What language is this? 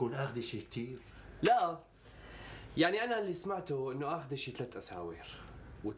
North Levantine Arabic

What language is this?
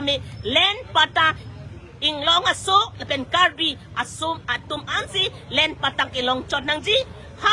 Karbi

